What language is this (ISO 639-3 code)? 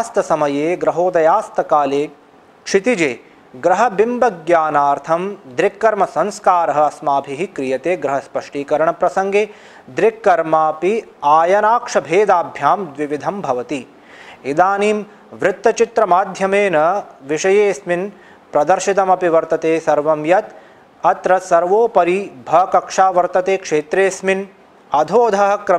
san